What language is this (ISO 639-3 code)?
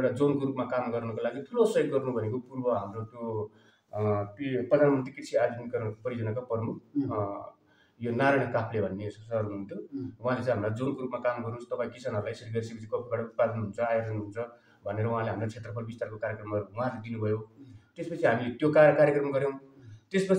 nep